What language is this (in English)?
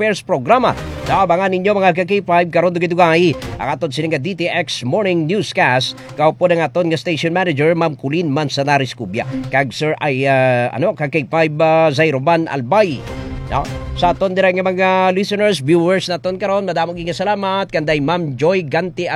Hiligaynon